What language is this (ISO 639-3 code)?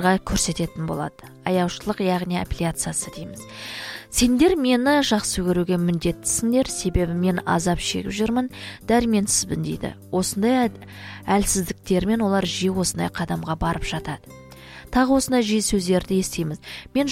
kaz